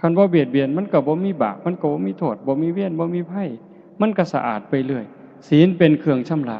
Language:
Northeastern Thai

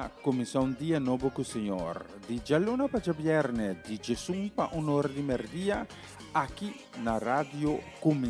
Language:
Papiamento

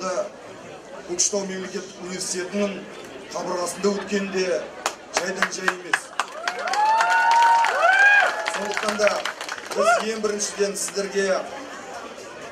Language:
Kazakh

